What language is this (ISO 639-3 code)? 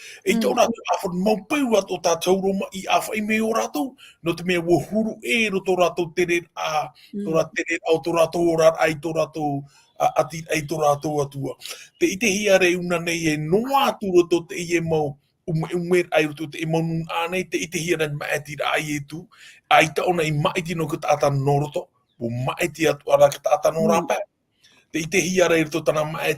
tah